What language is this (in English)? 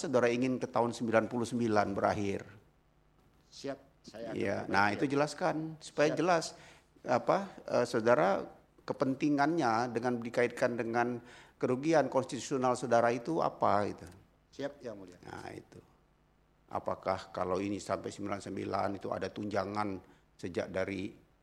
Indonesian